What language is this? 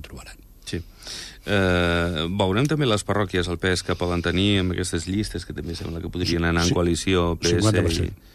Catalan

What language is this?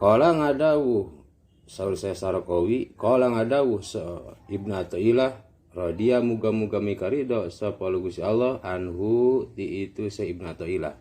Sundanese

